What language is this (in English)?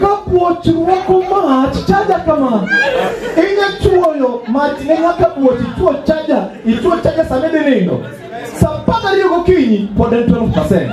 Luo (Kenya and Tanzania)